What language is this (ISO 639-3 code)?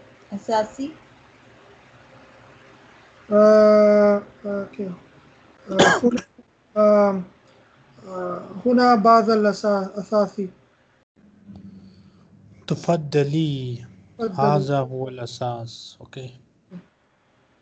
urd